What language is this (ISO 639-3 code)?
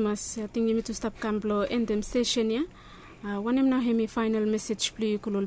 bis